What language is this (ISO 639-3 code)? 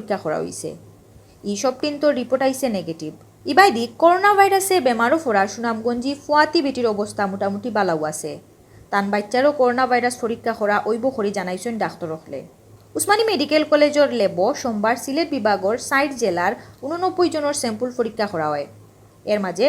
syl